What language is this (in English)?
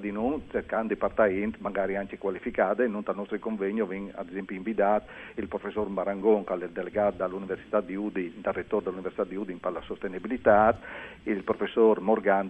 Friulian